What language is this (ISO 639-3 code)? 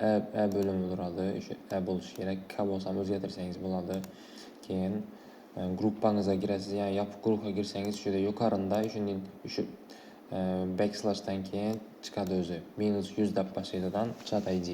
uzb